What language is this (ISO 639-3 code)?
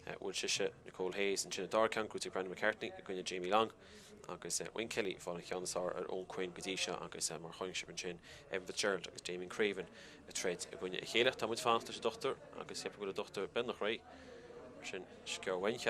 gle